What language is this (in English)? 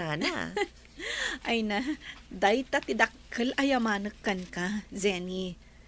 Iloko